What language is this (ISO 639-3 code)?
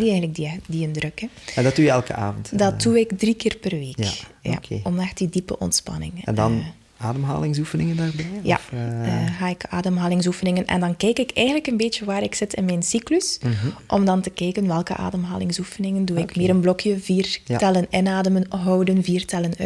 nld